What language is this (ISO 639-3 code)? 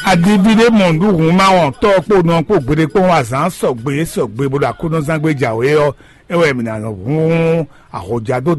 fon